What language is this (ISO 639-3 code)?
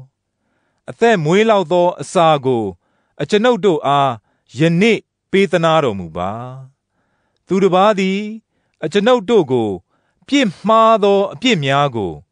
mya